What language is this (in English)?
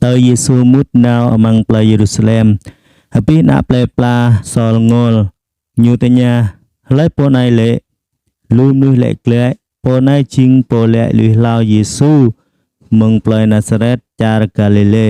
Jarai